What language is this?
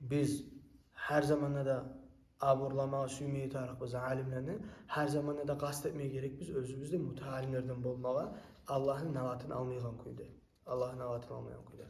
Kumyk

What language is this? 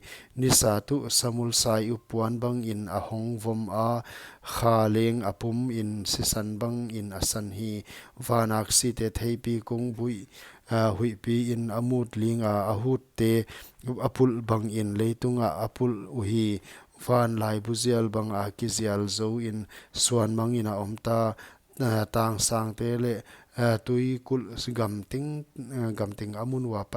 Paite Chin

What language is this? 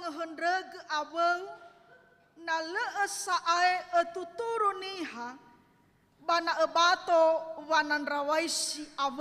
Nias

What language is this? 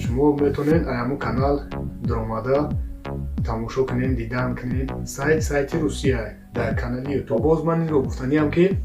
Tajik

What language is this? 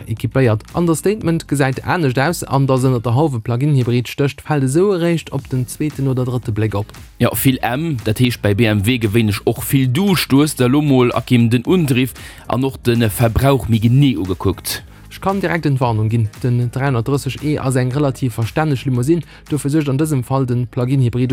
Luxembourgish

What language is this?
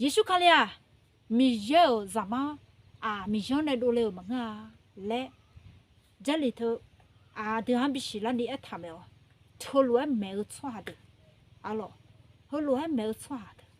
Akha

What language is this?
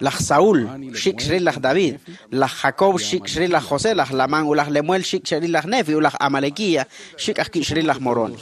Kekchí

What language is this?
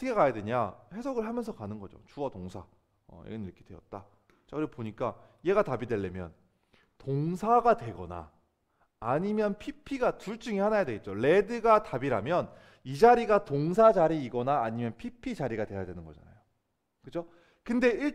Korean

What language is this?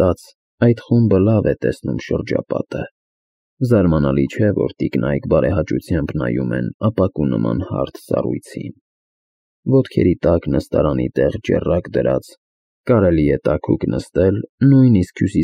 Armenian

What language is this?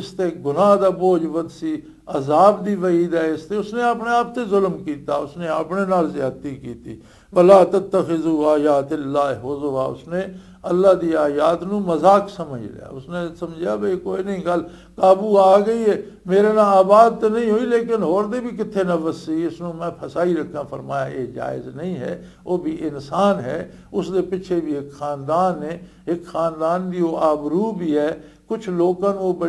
Western Panjabi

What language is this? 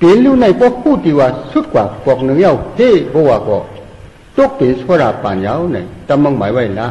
Shan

